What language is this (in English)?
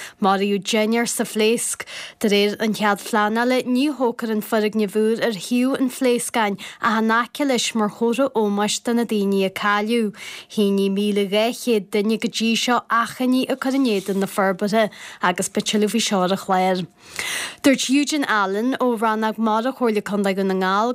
Irish